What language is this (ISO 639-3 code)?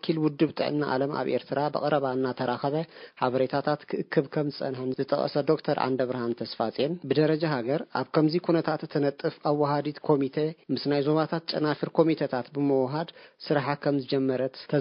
tir